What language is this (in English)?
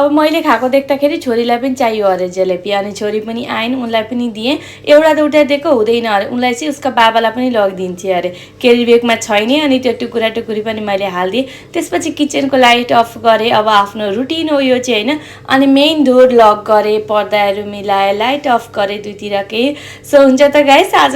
Nepali